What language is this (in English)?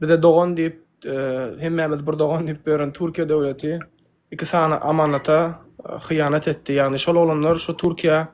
Turkmen